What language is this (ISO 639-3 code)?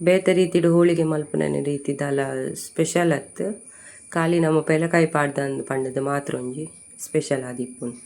tcy